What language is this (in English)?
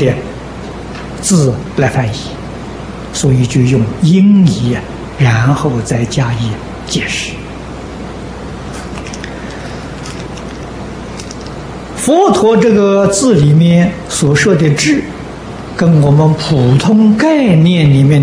Chinese